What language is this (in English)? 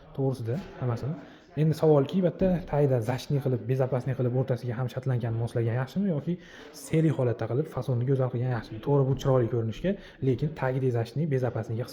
Uzbek